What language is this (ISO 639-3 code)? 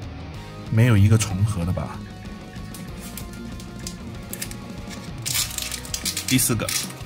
zho